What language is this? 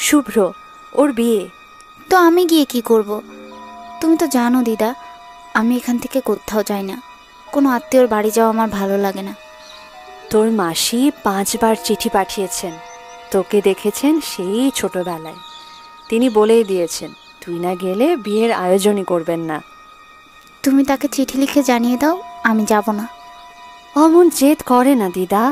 Bangla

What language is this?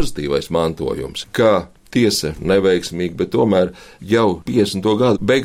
Latvian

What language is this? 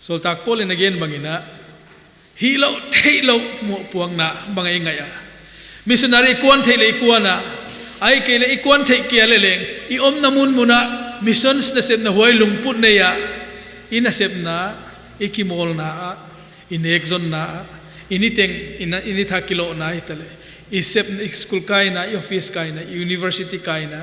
Paite Chin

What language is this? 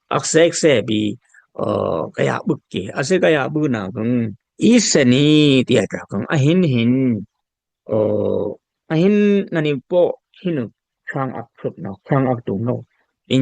Dimasa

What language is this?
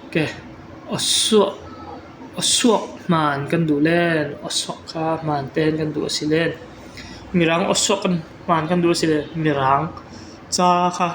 Falam Chin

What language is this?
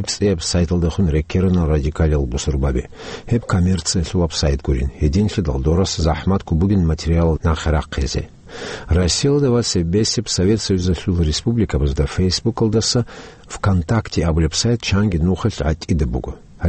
Avaric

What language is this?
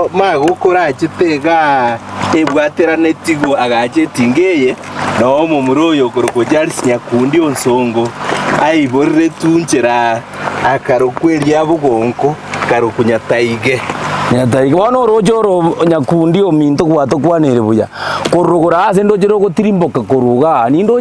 Gusii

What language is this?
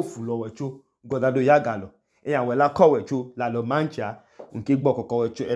Idoma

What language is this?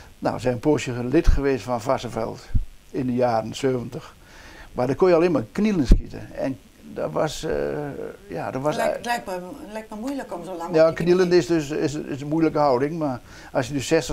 Dutch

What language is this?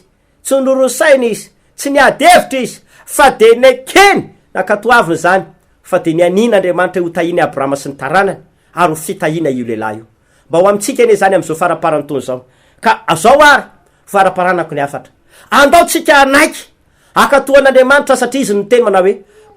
Malagasy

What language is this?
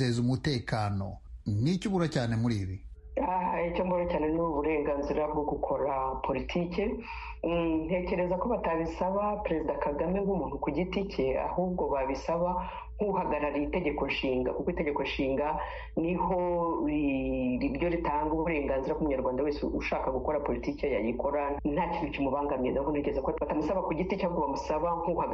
Kinyarwanda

